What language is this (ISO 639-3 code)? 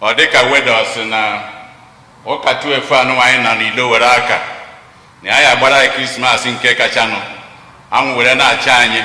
ibo